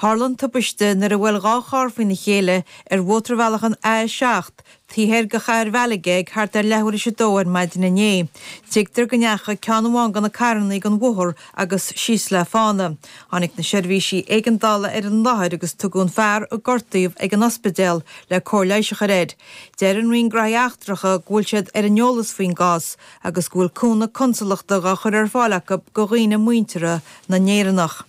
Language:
Irish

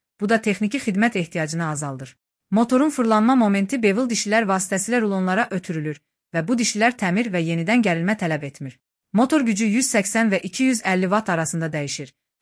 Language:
Azerbaijani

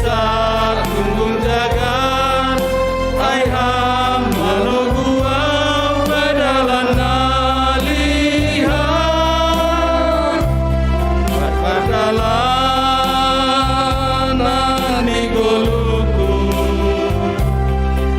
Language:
Batak Simalungun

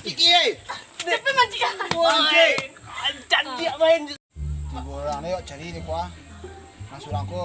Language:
Minangkabau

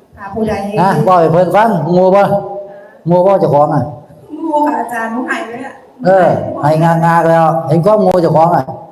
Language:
Northeastern Thai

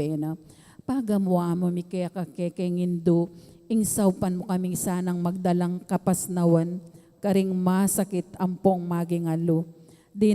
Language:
Pampanga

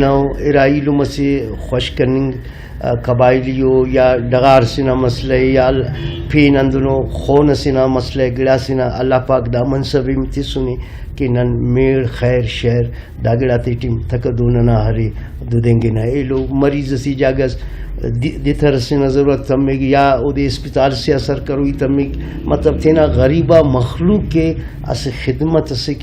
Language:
Brahui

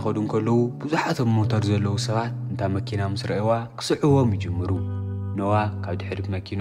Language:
Tigrinya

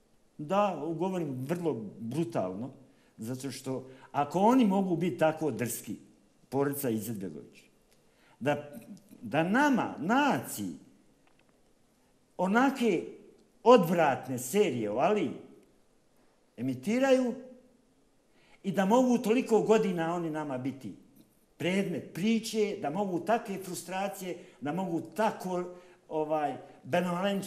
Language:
Bosnian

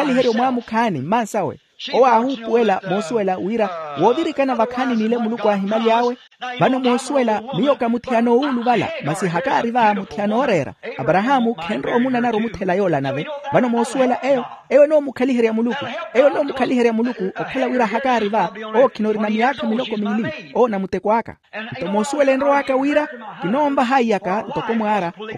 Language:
Makhuwa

